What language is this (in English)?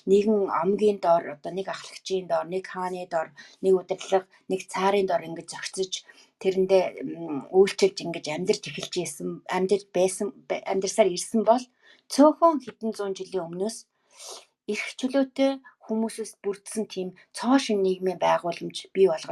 Mongolian